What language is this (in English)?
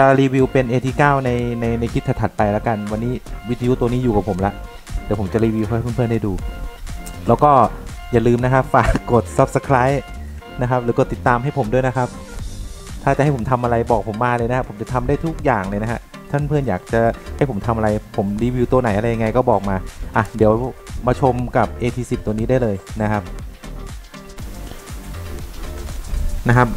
Thai